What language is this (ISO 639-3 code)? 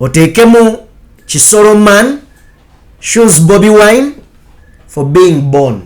lug